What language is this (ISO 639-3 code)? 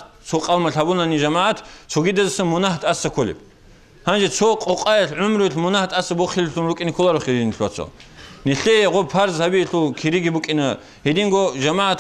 ava